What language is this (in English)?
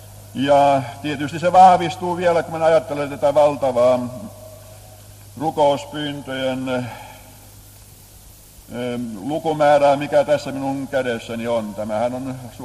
Finnish